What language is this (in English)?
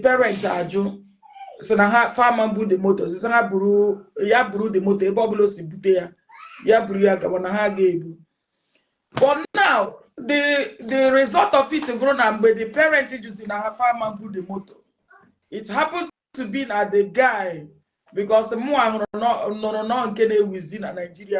Igbo